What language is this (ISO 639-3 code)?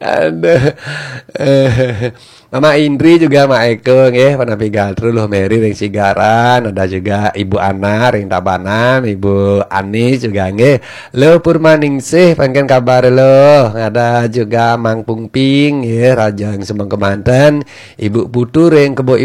ban